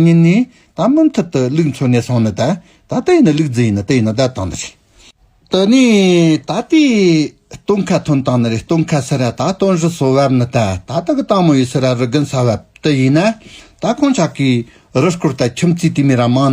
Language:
Tibetan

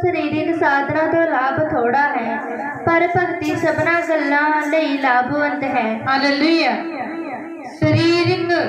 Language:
Punjabi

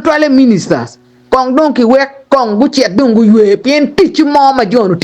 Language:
Acoli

